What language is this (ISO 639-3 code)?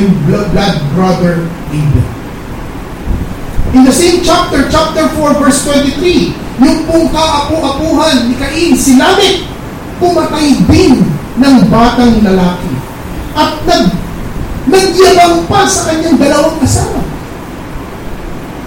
fil